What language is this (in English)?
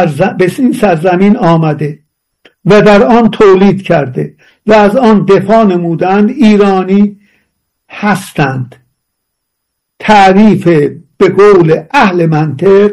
Persian